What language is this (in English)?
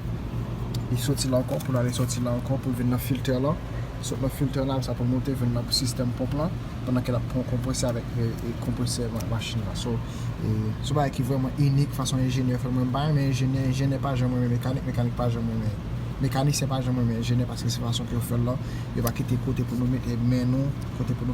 Haitian Creole